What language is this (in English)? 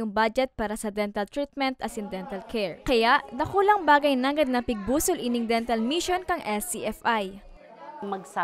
Bikol